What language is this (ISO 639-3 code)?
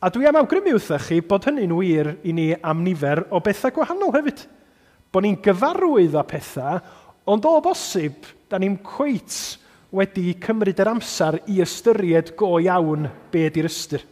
cym